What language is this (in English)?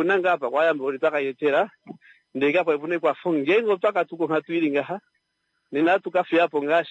Kuanyama